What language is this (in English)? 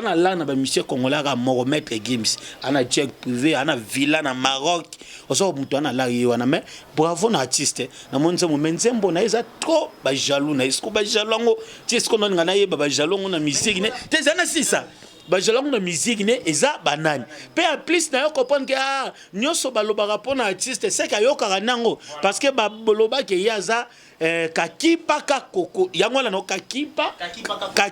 Lingala